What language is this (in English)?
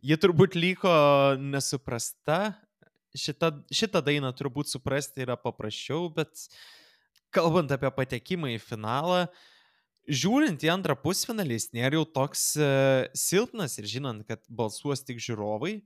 Lithuanian